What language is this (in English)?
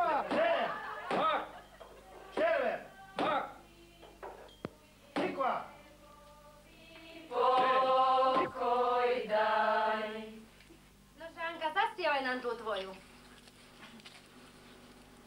Slovak